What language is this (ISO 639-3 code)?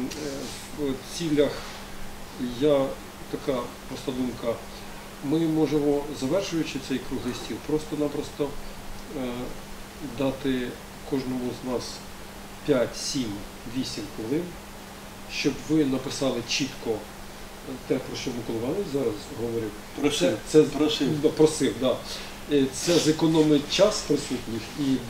ukr